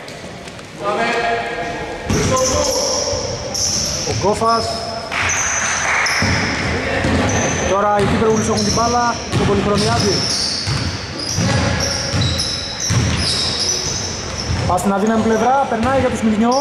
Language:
Greek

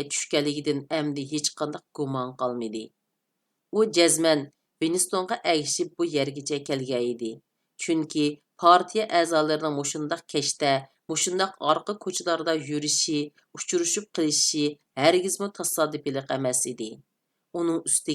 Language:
Uyghur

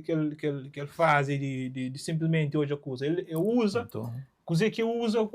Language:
Kabuverdianu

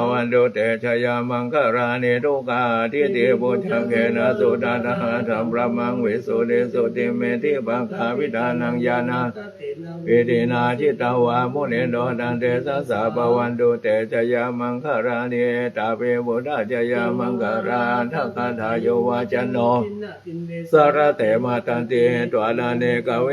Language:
Pali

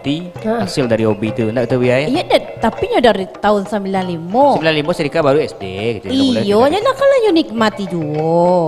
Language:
Minangkabau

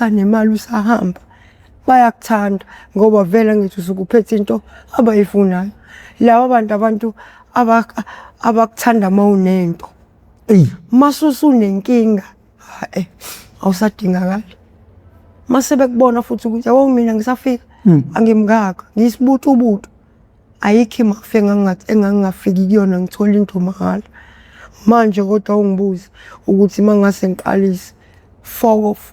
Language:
Zulu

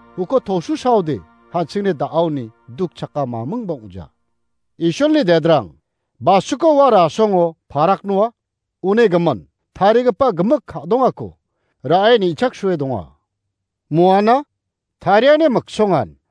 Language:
Garo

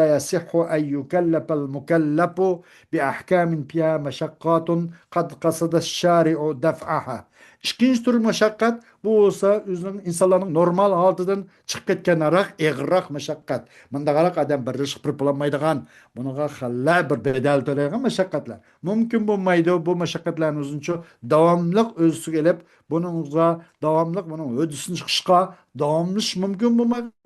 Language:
Uyghur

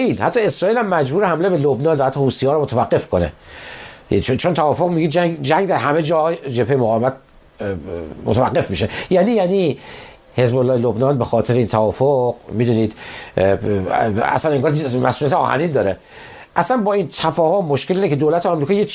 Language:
Persian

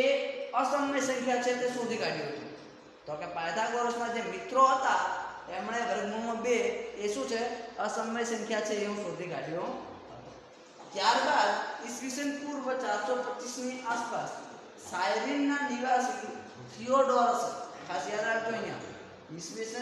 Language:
Gujarati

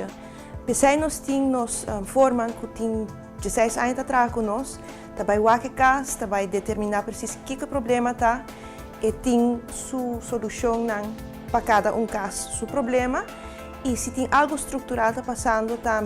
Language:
Papiamento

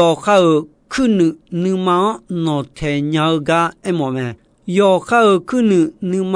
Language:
Akha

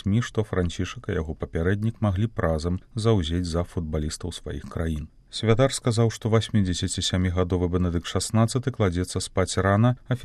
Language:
Belarusian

